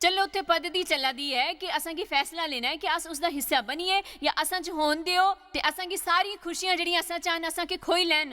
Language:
Dogri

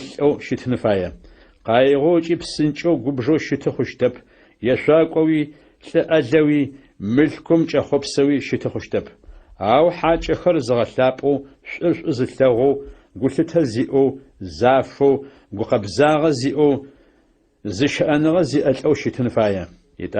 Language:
Adyghe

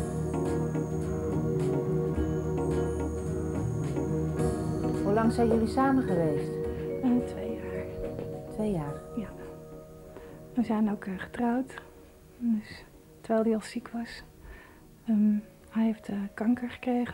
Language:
Dutch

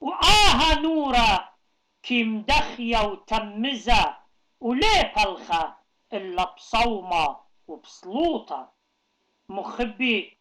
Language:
Assyrian Neo-Aramaic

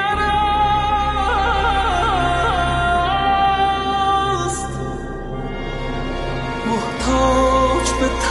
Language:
Persian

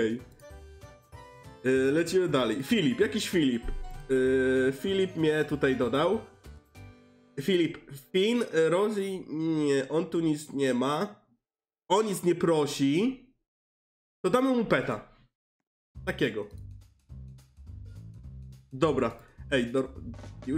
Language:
Polish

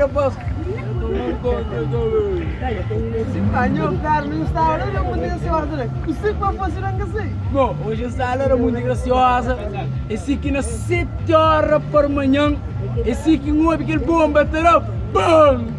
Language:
Kabuverdianu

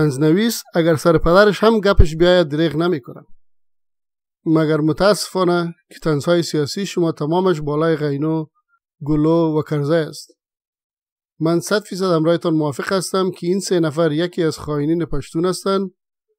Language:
Persian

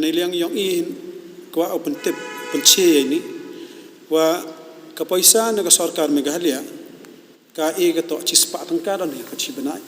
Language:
Khasi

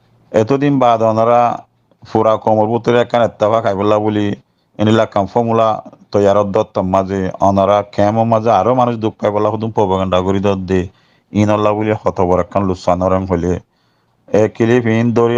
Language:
Rohingya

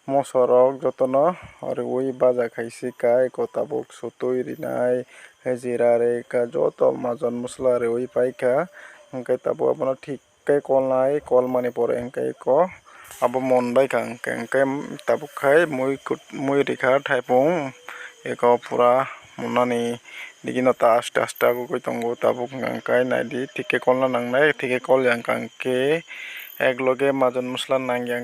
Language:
Kok Borok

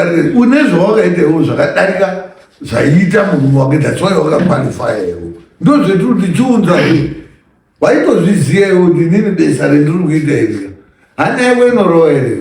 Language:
Shona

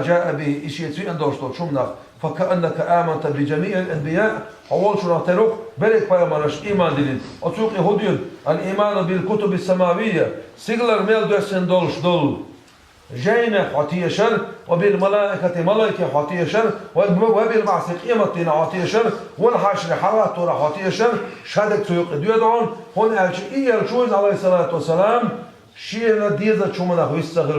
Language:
Chechen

